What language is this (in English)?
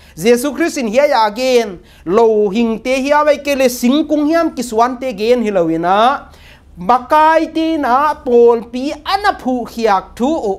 Paite Chin